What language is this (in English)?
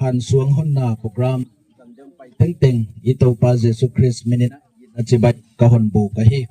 Gangte